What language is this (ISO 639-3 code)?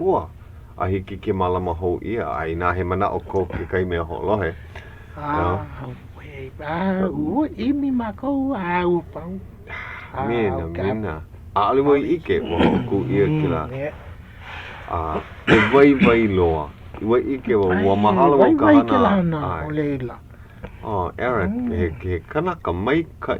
haw